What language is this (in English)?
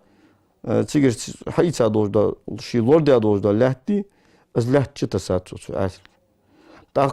Ingush